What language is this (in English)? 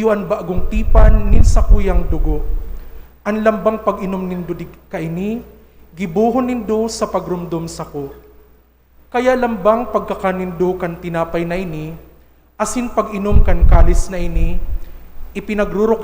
Bikol